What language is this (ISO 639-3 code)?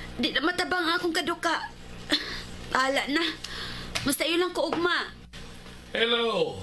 ceb